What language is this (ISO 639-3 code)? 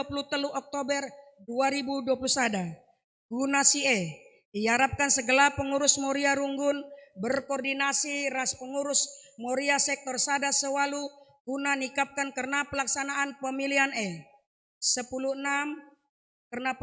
btx